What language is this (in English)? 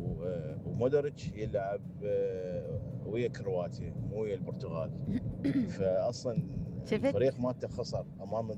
Mesopotamian Arabic